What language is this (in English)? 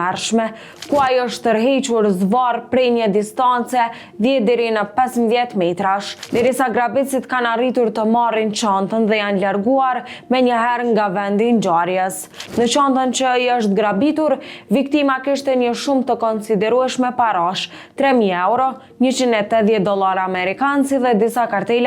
Albanian